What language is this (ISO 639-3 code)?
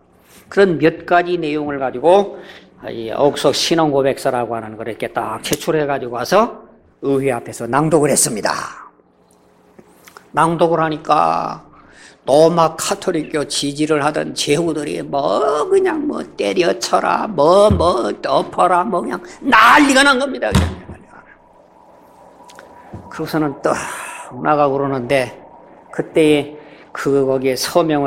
kor